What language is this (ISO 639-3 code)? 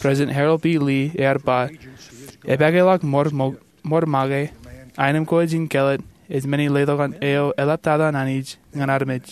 mah